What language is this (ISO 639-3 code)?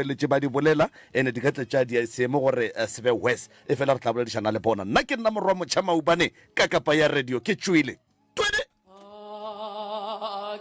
nso